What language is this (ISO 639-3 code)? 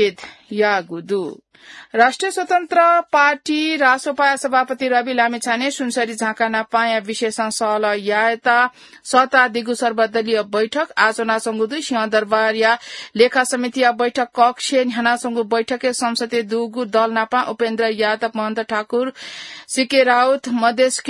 new